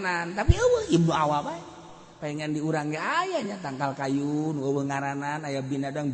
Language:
Sundanese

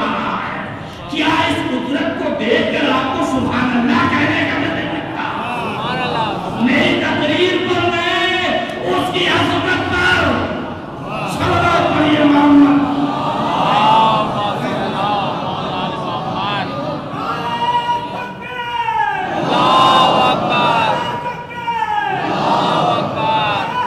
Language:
Urdu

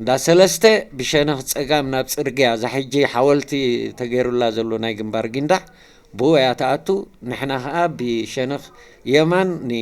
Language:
Tigrinya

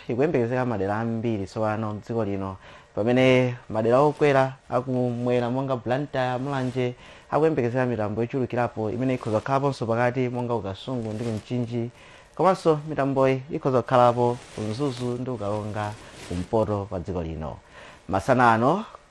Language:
Nyanja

